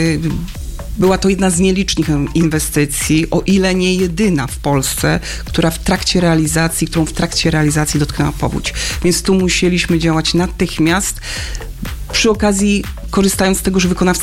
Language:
Polish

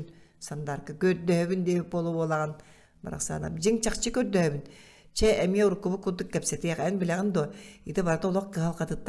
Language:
Yakut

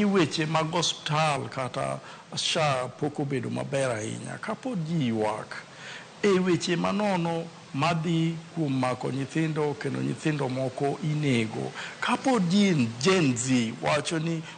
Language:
Luo (Kenya and Tanzania)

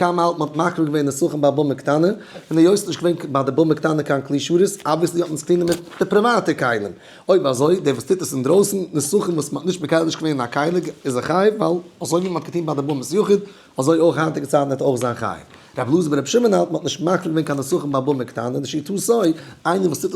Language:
Yiddish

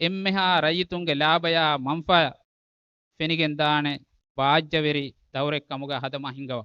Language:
Divehi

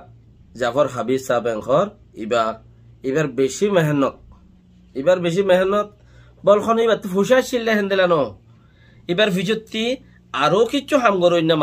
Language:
Rohingya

